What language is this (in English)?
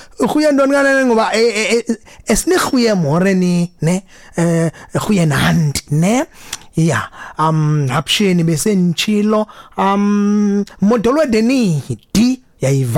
Xhosa